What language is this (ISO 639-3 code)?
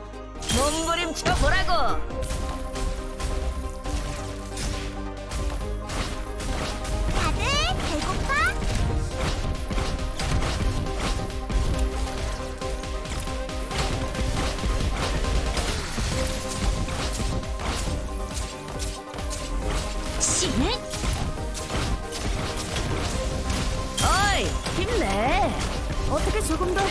kor